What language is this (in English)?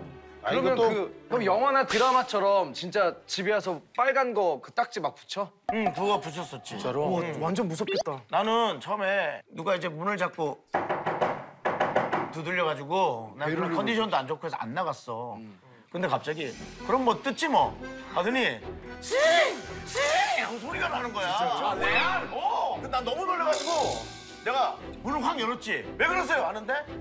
Korean